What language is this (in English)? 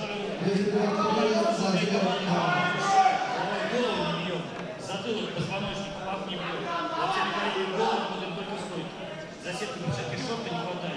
Russian